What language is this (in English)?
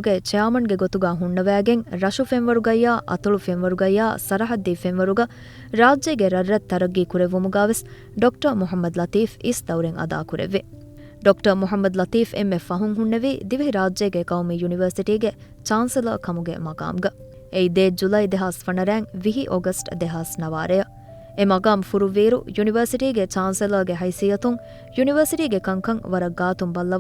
Divehi